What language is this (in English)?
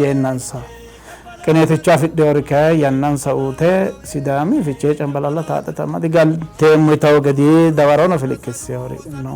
Sidamo